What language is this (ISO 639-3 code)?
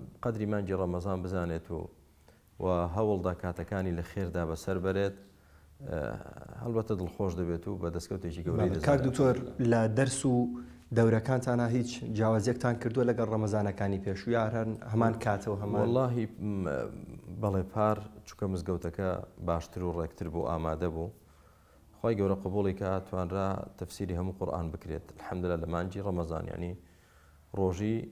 ckb